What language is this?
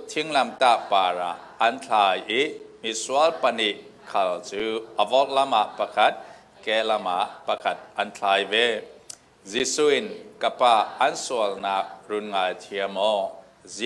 Falam Chin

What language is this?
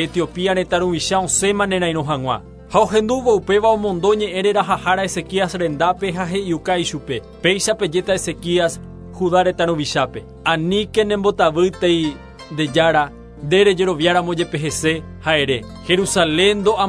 Guarani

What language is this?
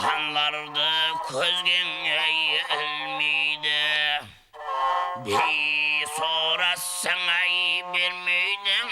Kara-Kalpak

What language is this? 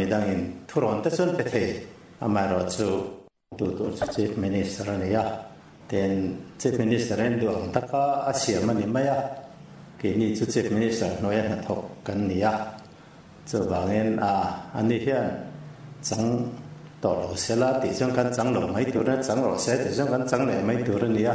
Mizo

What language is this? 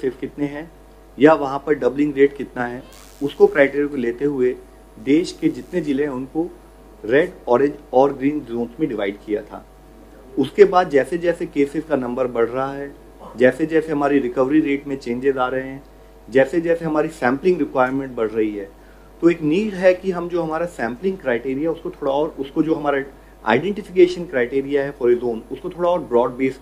Hindi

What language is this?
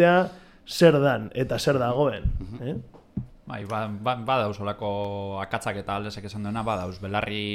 Basque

